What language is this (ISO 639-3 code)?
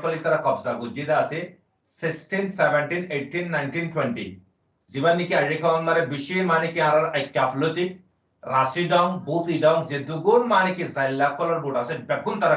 rhg